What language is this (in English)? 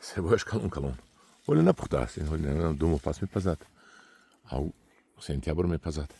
Tajik